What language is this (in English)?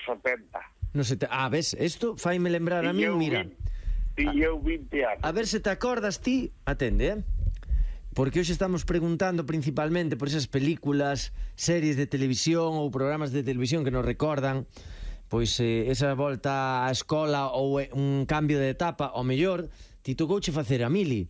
Galician